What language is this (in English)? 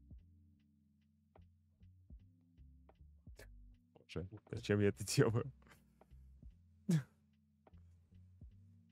Russian